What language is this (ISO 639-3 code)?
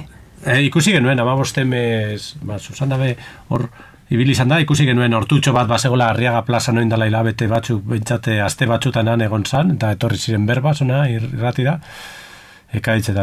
eus